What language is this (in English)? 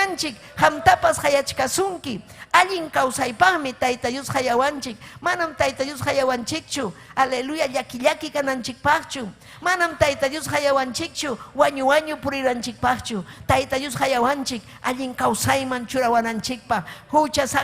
Ayacucho Quechua